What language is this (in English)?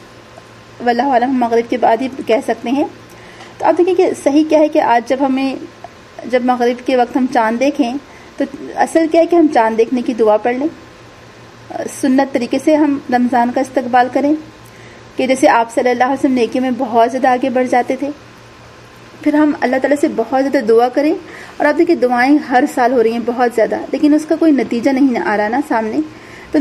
Urdu